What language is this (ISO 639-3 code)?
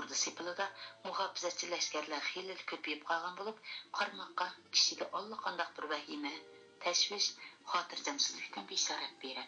uig